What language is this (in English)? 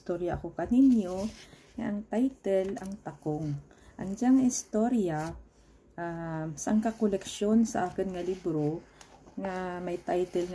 Kinaray-a